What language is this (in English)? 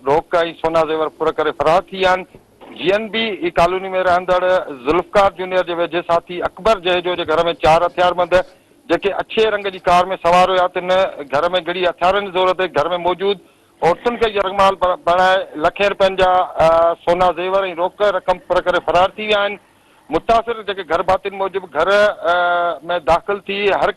Sindhi